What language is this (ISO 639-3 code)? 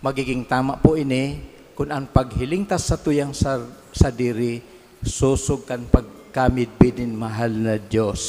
bik